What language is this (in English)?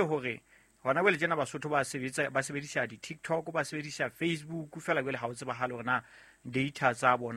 Southern Sotho